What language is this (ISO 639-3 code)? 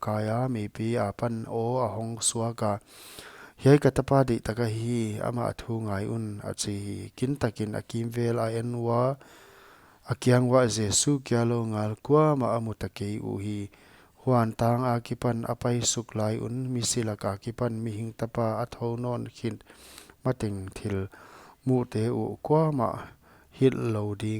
pck